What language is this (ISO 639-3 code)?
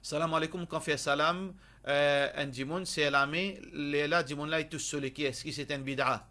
mfe